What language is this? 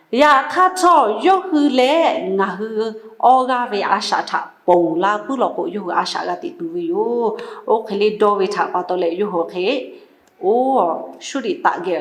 Lahu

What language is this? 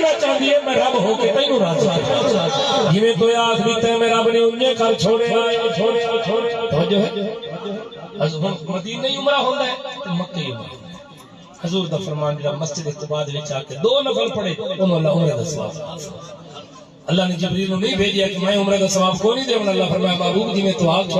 Saraiki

